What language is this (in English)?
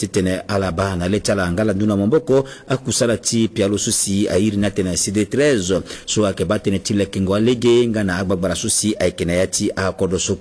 Sango